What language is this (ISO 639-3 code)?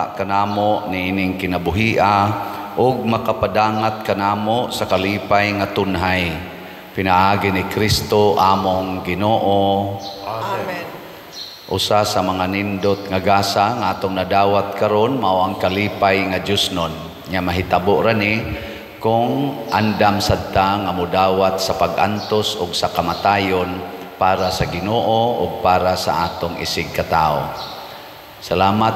ceb